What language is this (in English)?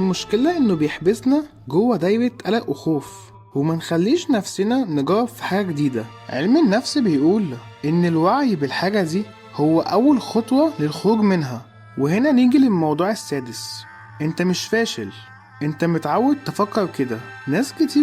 Egyptian Arabic